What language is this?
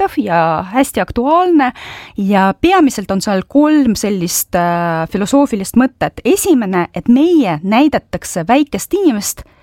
Estonian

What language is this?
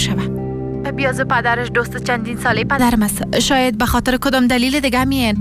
Persian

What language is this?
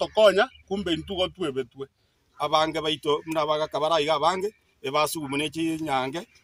Gusii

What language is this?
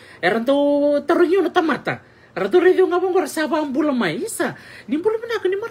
Fijian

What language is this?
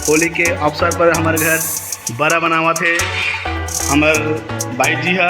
Chhattisgarhi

